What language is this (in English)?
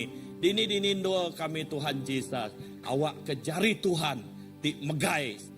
Iban